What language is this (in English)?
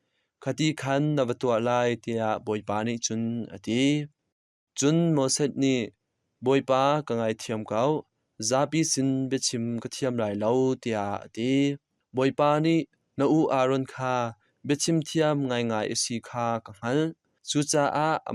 Hakha Chin